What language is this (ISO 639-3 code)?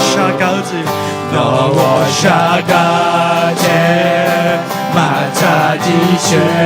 ahk